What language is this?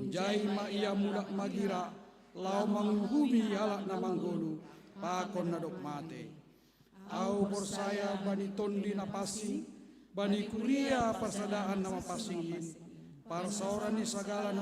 Batak Simalungun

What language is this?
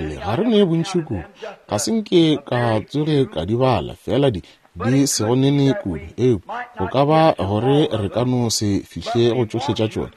Northern Sotho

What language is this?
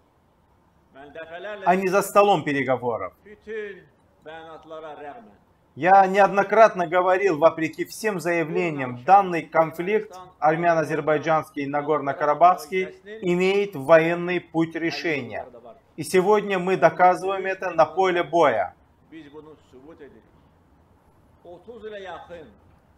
Russian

